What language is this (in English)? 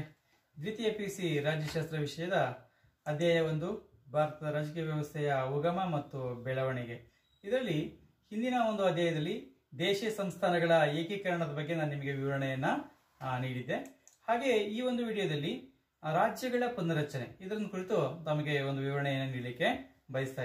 Kannada